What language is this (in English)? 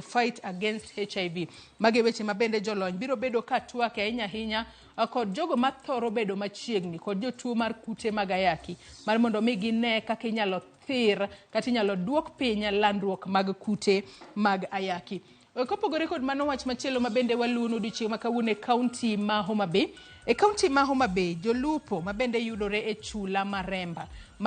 Luo (Kenya and Tanzania)